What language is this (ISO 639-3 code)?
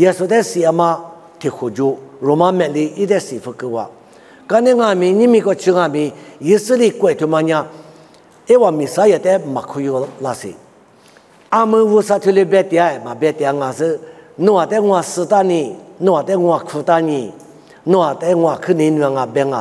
lis